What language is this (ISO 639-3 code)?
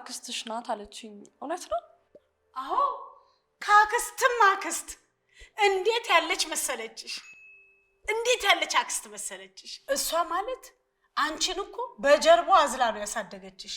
amh